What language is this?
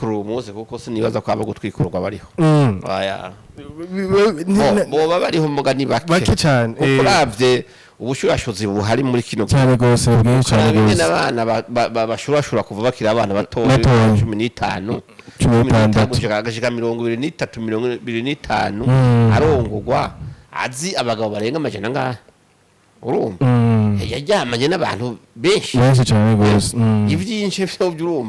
Rundi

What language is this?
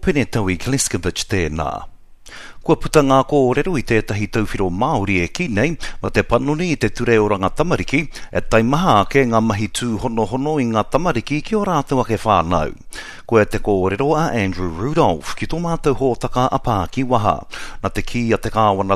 Māori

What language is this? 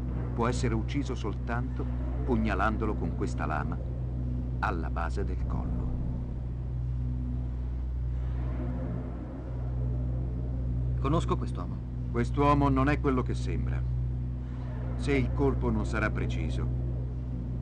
Italian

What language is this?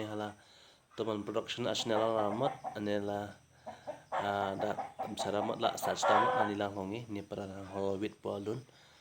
Karbi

